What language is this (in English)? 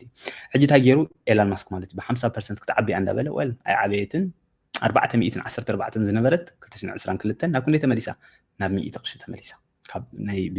Tigrinya